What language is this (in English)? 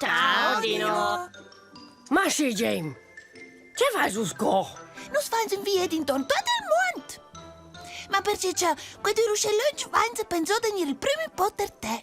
Romansh